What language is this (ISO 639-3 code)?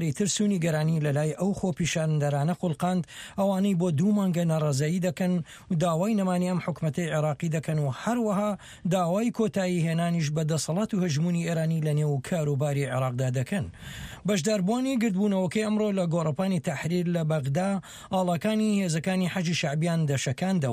ckb